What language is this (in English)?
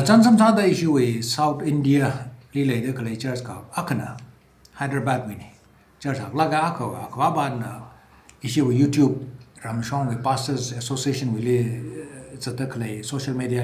Tangkhul Naga (India)